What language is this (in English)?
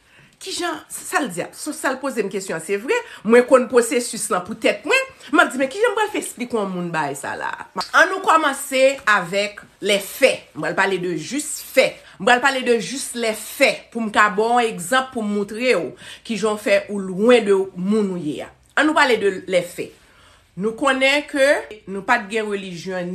Haitian Creole